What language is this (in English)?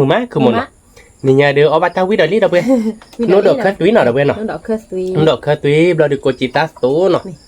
S'gaw Karen